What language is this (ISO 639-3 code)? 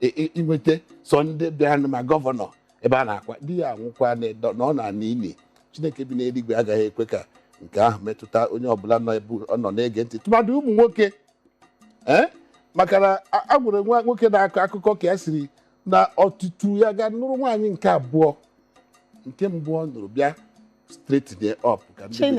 ibo